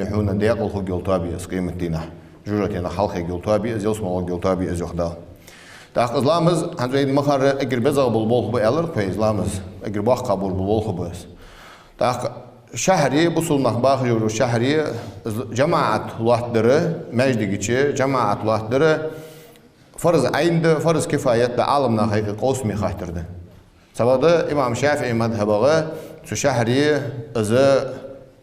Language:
Ingush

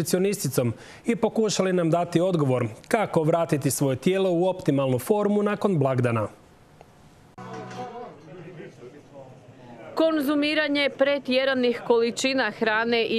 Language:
Croatian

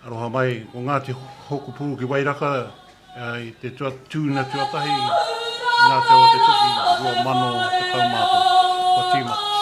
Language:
Māori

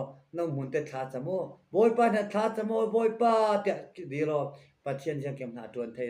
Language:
Falam Chin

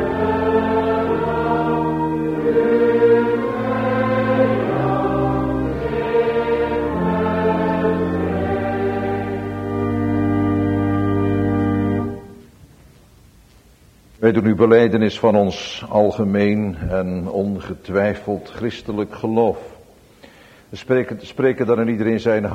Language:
Dutch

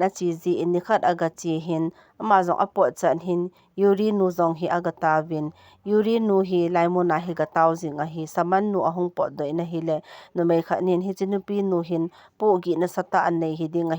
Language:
Thado Chin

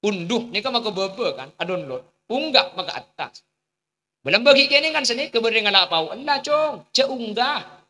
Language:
Madurese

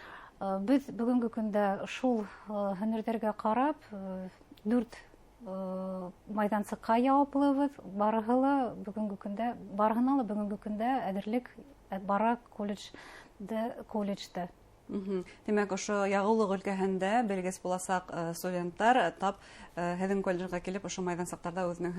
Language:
Bashkir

